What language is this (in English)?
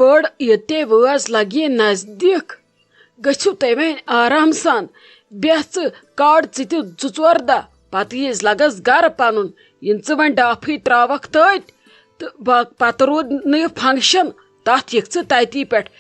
Kashmiri